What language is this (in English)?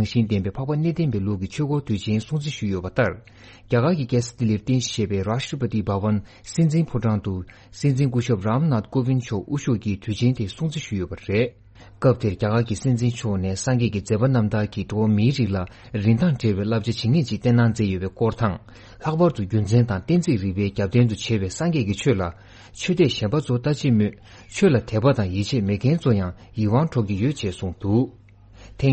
Tibetan